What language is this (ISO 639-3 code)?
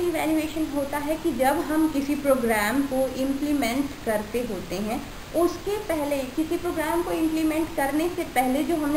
hin